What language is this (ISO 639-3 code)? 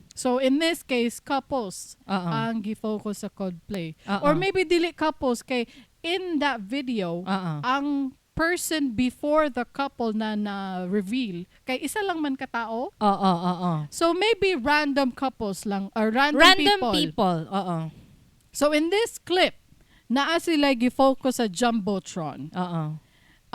ceb